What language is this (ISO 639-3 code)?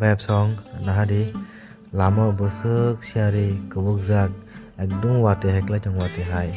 trp